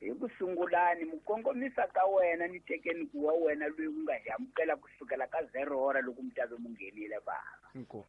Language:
Tsonga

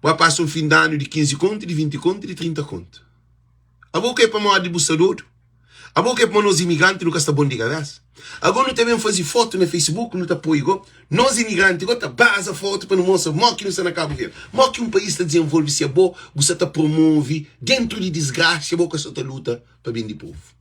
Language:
Kabuverdianu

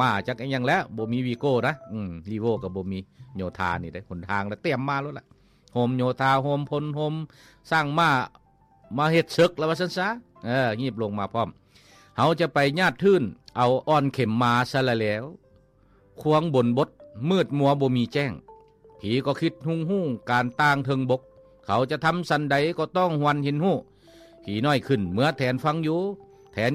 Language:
Lao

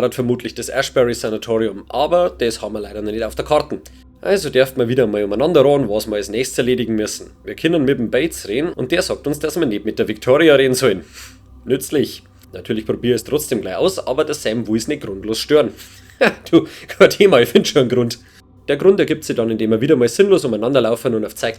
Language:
Bavarian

